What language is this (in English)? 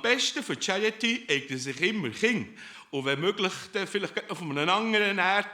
Swiss German